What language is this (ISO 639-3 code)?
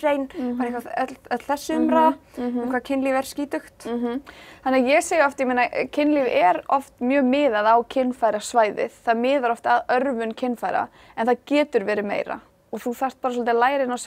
isl